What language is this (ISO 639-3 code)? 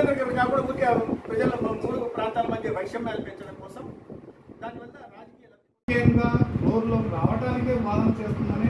tel